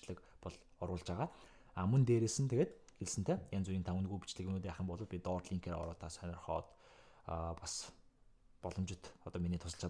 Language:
Mongolian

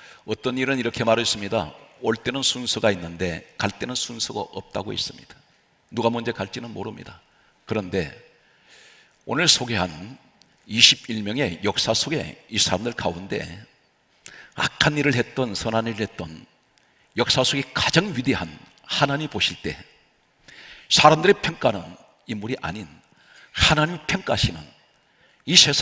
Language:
Korean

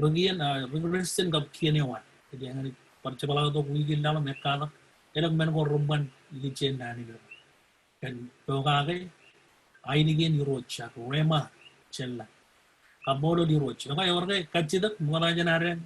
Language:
Marshallese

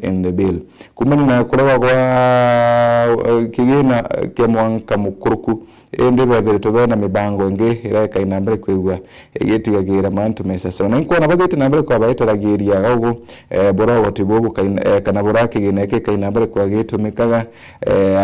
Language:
Meru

